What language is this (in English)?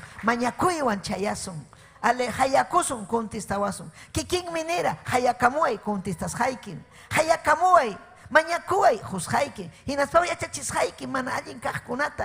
Ayacucho Quechua